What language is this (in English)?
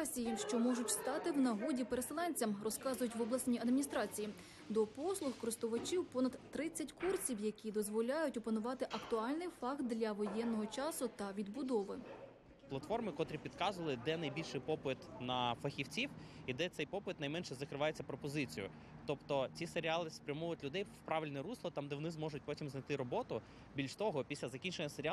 Ukrainian